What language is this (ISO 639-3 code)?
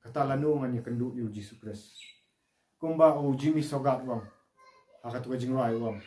kha